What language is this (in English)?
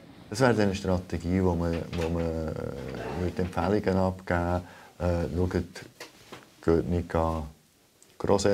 Swiss German